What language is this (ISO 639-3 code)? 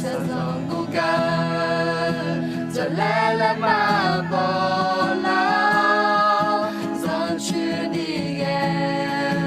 ahk